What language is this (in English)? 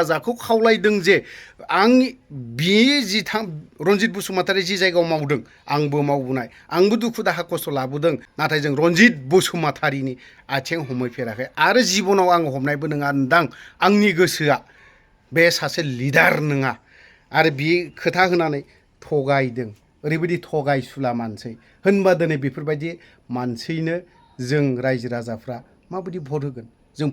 Bodo